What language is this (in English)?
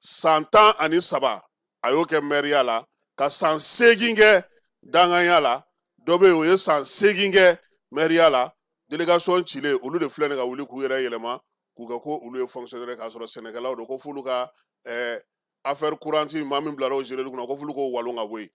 Bambara